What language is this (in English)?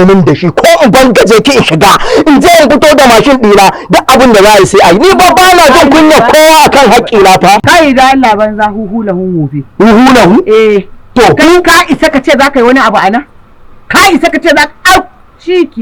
Hausa